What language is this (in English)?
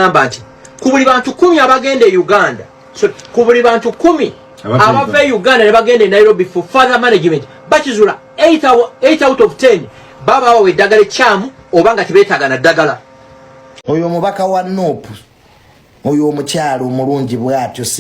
Ganda